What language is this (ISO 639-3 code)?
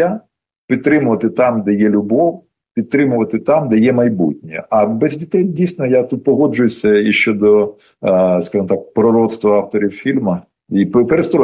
ukr